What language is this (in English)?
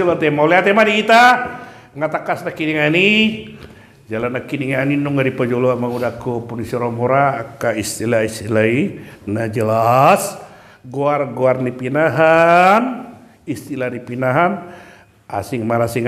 Batak Toba